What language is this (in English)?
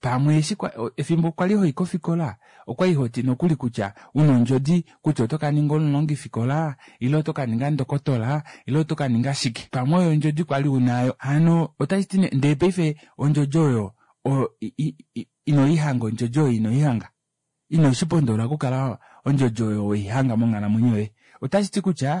Kuanyama